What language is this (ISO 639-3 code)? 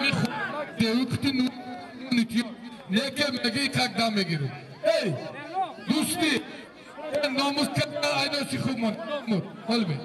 tgk